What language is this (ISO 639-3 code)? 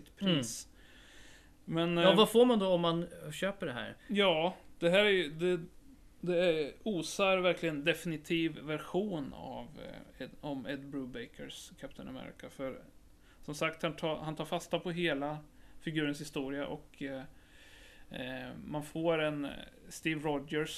swe